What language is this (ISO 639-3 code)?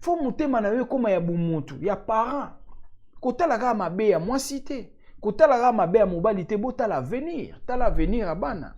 lin